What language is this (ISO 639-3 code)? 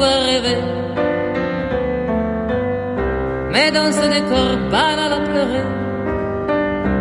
fra